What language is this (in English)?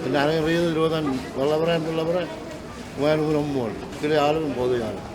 Marshallese